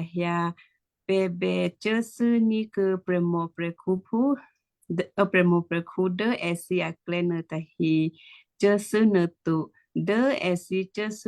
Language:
Western Kayah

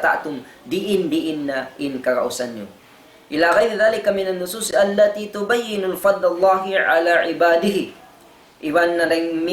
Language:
Tausug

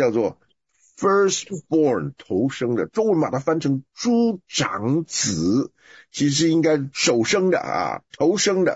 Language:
Chinese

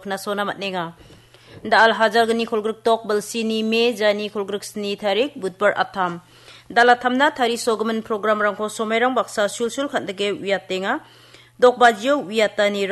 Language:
Garo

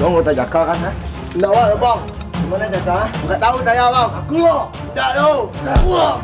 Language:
Minangkabau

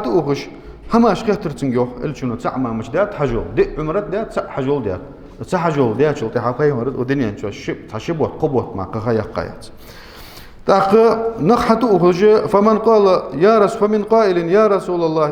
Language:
Ingush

